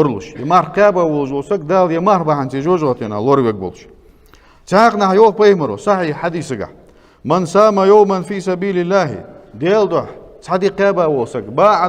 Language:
Ingush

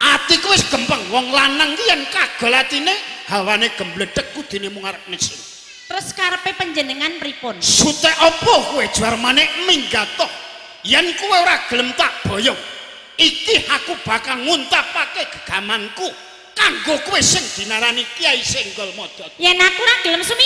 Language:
Javanese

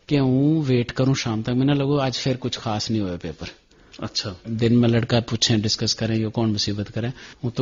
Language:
Gujari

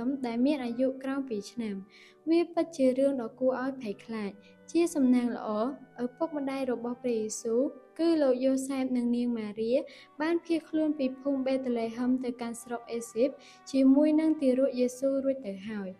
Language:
Khmer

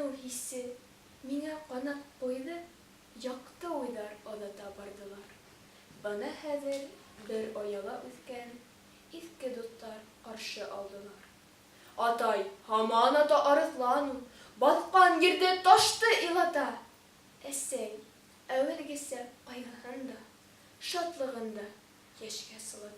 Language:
Bashkir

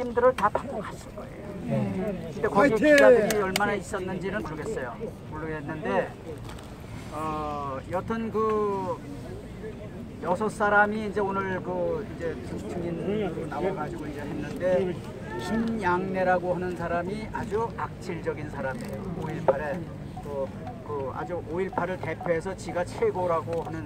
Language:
Korean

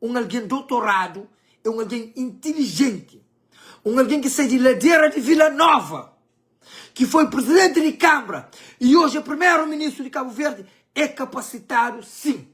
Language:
Kabuverdianu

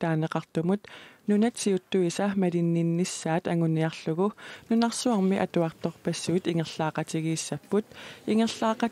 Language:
Kalaallisut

